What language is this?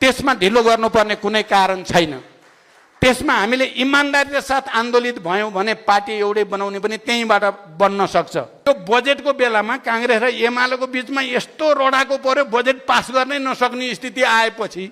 Nepali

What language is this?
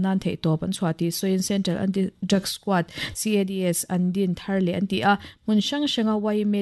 Mizo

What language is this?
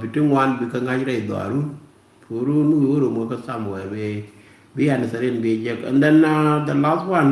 Nuer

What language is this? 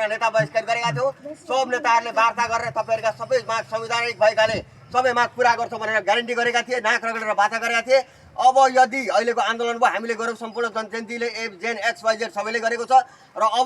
Nepali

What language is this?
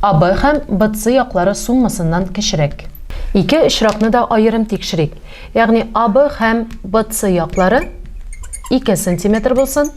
Tatar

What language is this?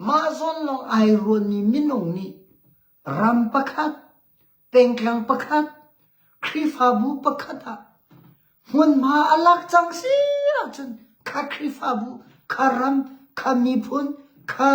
Hakha Chin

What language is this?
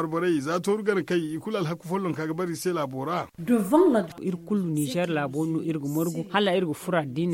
Zarma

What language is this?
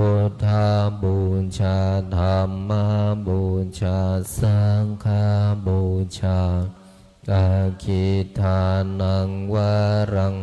Pali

